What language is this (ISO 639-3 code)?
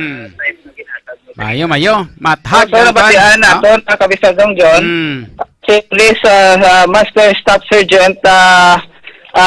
hil